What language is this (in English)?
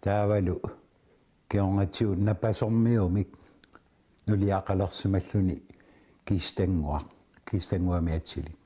Kalaallisut